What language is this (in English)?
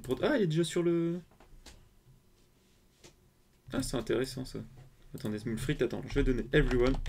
French